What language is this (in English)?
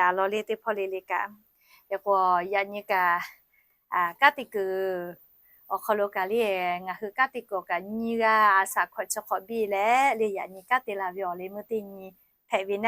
Lahu